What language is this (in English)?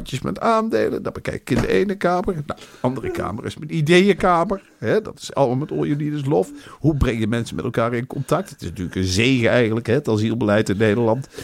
Dutch